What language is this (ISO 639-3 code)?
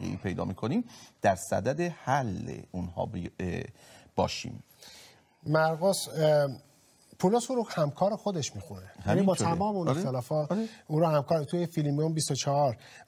fas